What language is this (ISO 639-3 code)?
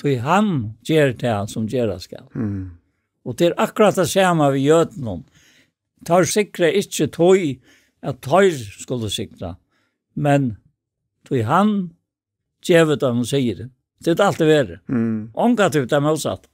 fao